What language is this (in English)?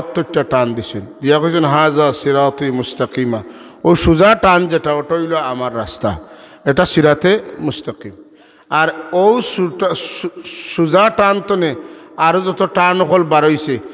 Sylheti